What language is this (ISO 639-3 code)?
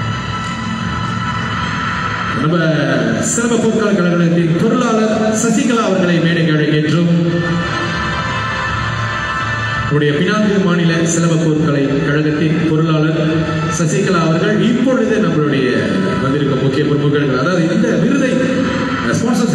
tam